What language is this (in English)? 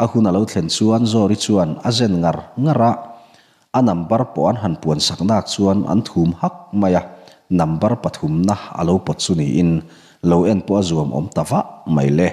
Mizo